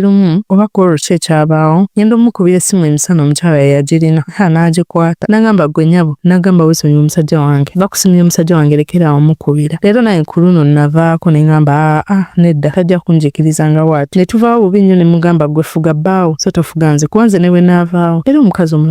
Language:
Ganda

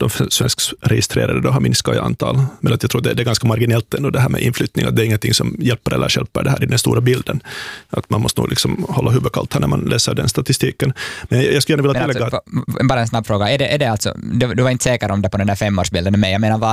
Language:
Swedish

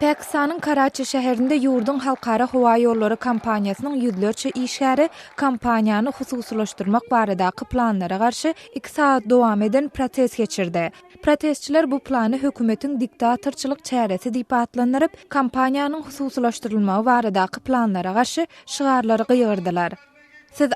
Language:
Turkmen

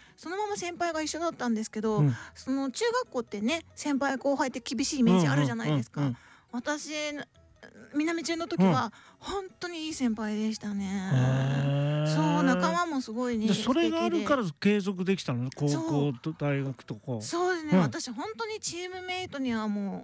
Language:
Japanese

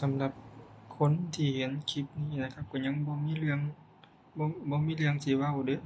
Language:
Northeastern Thai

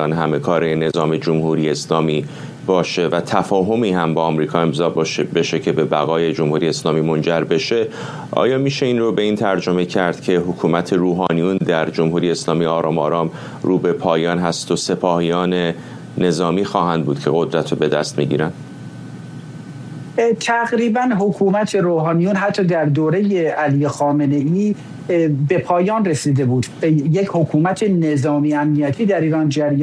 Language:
Persian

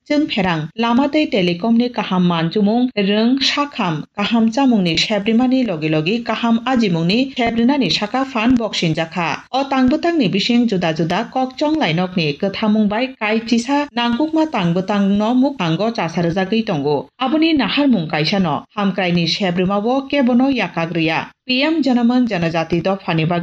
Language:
Kok Borok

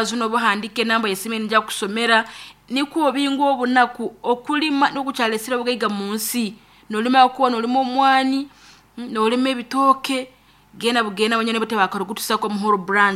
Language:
Nyankole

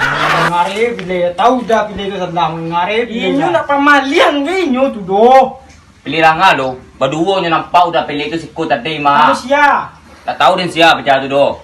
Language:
Minangkabau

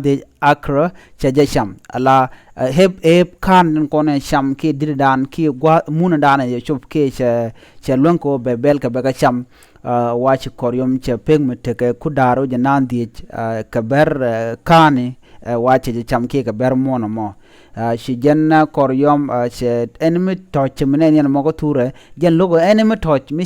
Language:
Nuer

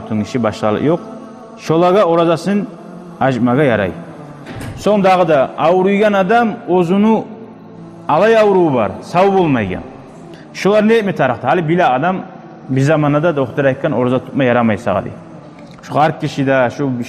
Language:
Kumyk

